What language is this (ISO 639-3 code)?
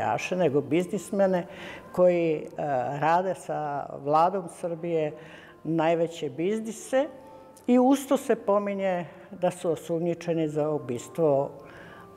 srp